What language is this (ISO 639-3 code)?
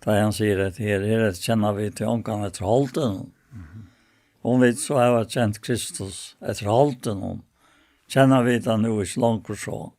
fao